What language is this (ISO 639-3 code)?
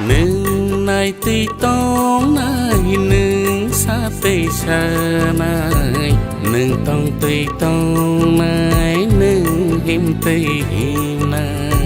trp